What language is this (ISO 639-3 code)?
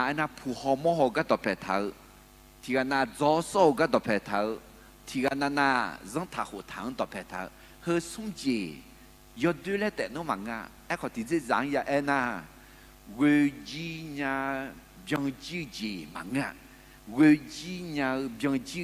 ahk